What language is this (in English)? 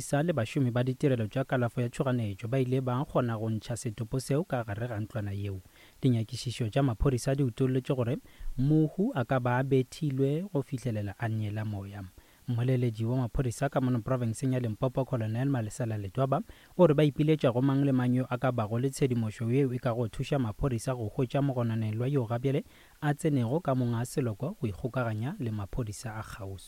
Northern Sotho